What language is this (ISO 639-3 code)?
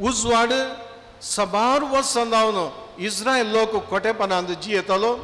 kok